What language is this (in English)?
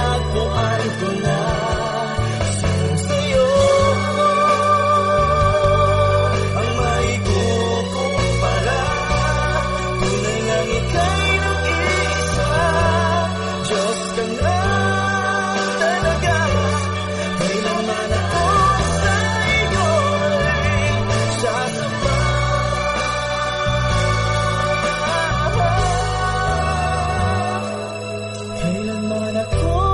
Filipino